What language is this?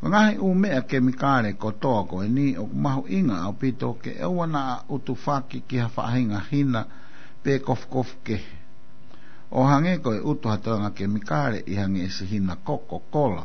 Tongan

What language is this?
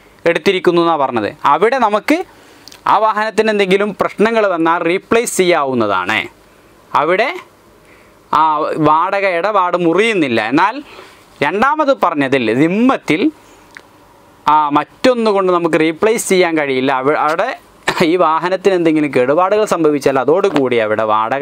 Malayalam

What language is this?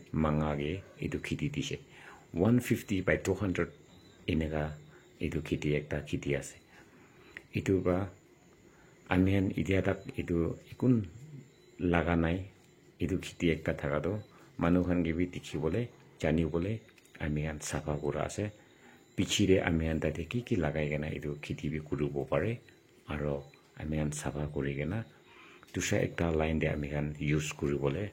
Naga Pidgin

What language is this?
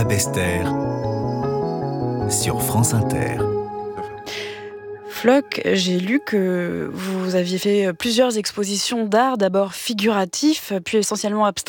French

